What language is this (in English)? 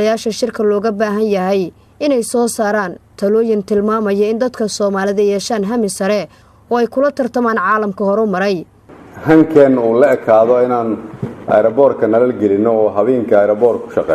Somali